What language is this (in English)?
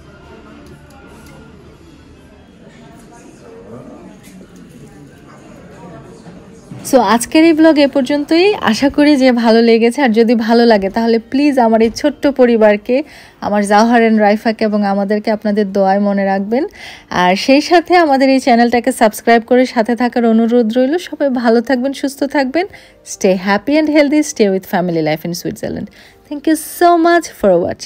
Bangla